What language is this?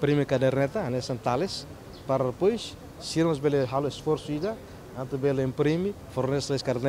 Tetum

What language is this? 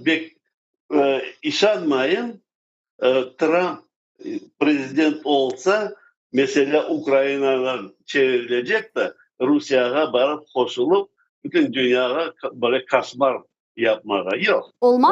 Crimean Tatar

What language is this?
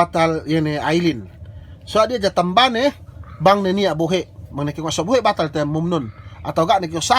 Yakan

